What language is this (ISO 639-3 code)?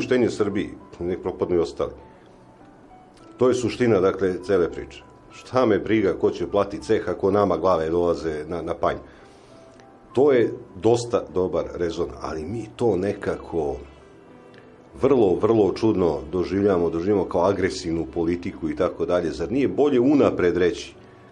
srp